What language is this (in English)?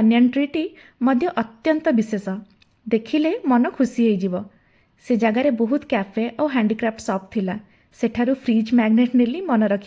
Odia